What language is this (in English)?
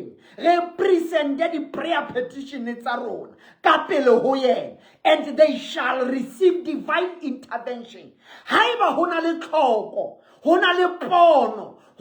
Southern Sotho